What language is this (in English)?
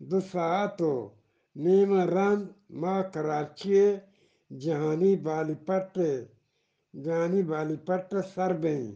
Eastern Balochi